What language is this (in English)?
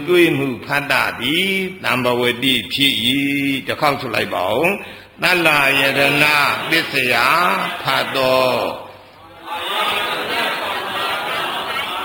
Burmese